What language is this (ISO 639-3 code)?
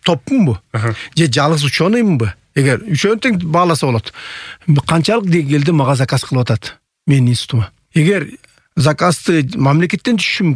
kir